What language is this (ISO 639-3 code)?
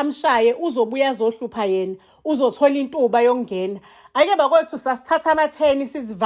zul